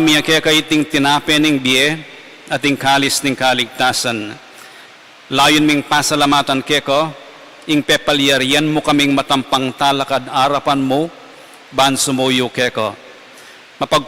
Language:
Pampanga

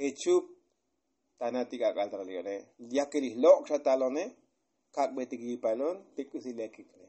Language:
Tzotzil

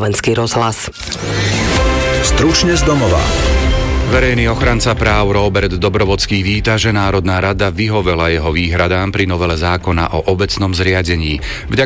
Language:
Slovak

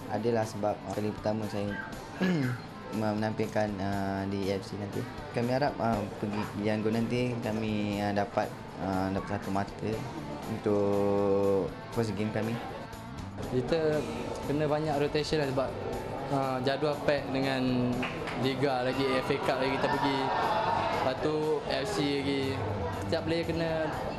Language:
Malay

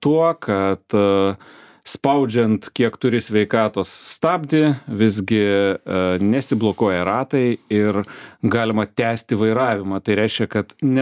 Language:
Lithuanian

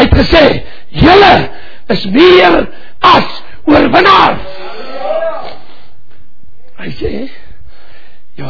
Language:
Afrikaans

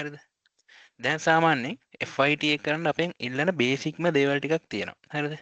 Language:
Sinhala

